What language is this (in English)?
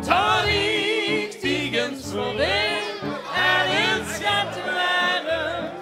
Limburgish